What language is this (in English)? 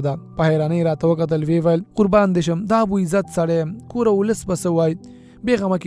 Pashto